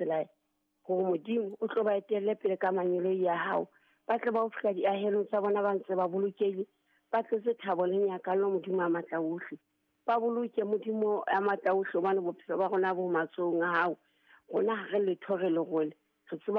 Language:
Southern Sotho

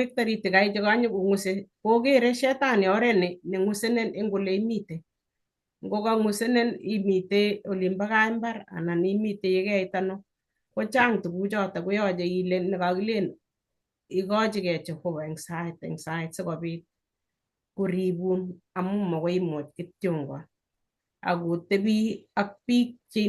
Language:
Kalenjin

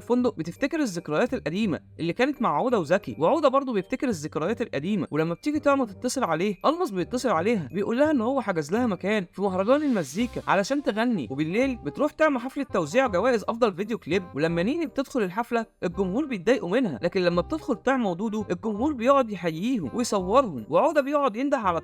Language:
Egyptian Arabic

